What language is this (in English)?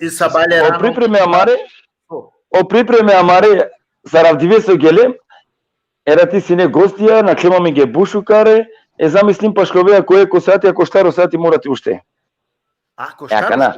Balkan Romani